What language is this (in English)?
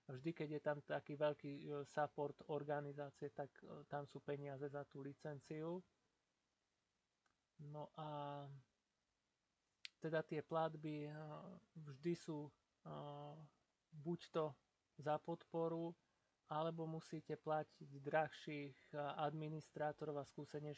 Slovak